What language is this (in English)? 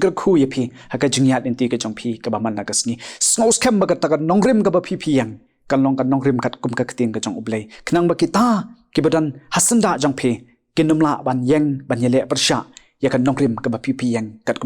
Khasi